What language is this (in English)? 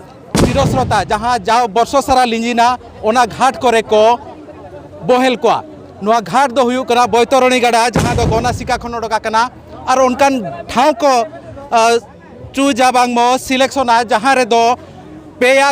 Santali